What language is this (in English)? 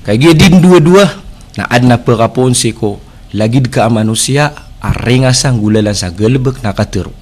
Maranao